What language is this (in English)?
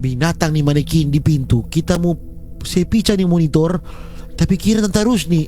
Manado Malay